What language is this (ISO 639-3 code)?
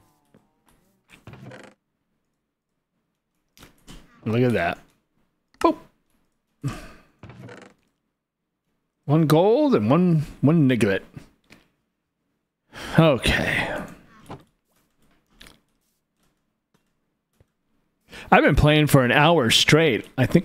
eng